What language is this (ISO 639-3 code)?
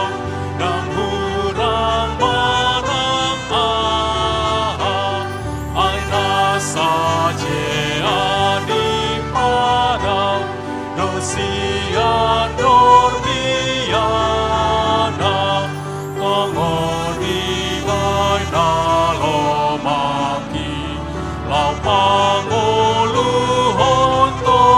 bbc